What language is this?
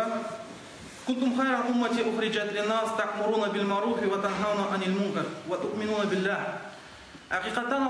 Crimean Tatar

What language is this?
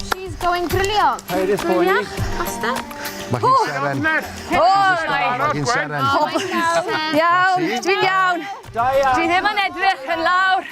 Welsh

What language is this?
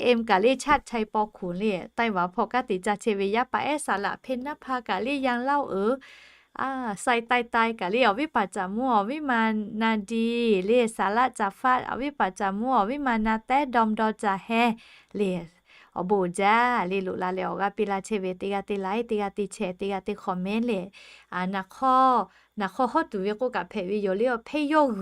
Lahu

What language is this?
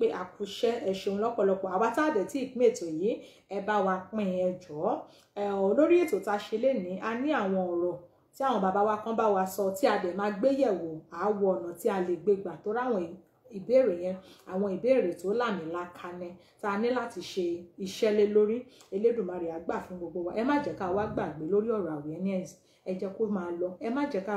Yoruba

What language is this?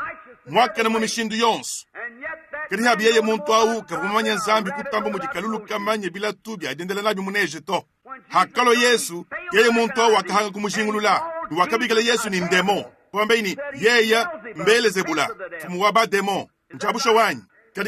Luba-Lulua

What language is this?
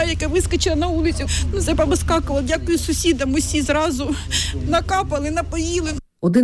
Ukrainian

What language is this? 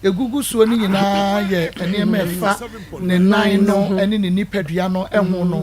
Akan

